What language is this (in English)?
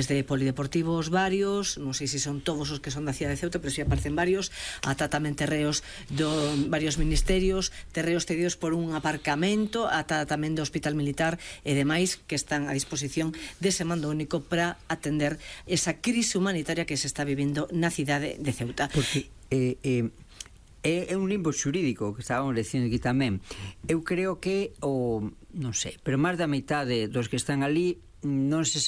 Galician